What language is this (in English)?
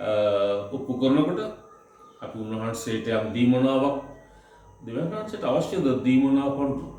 Sinhala